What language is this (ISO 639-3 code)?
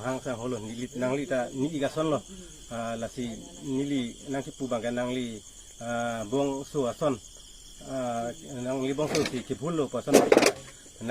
mjw